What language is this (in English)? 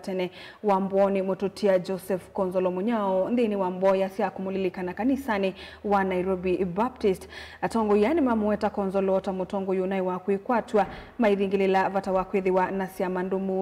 Kamba